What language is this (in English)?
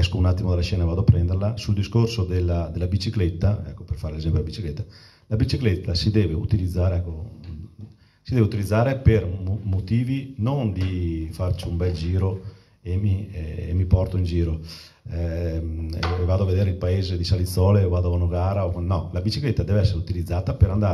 Italian